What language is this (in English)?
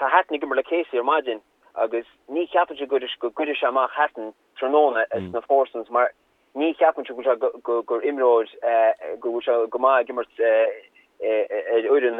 Irish